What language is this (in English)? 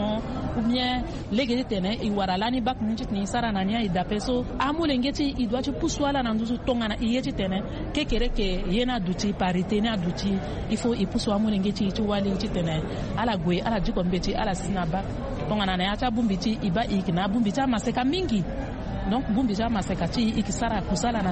Sango